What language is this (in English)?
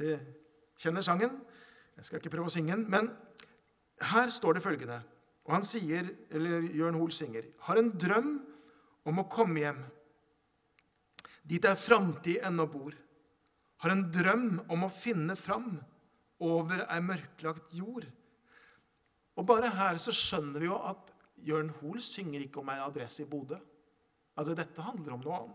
Norwegian